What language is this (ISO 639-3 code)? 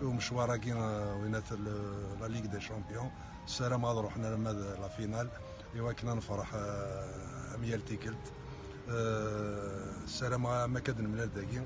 kab